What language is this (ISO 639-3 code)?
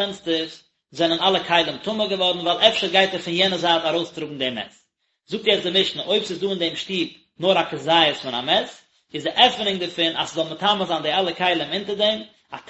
yid